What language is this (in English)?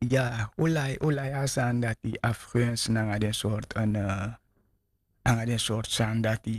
Sranan Tongo